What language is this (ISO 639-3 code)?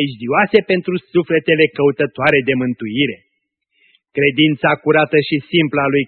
ron